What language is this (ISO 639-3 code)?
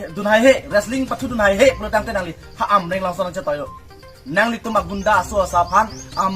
mjw